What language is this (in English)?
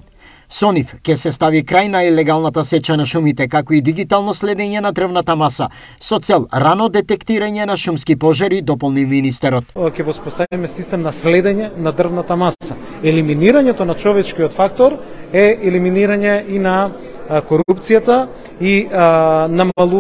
Macedonian